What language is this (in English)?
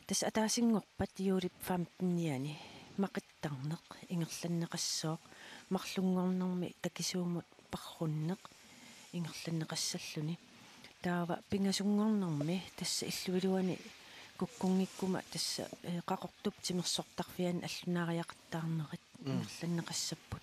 Kalaallisut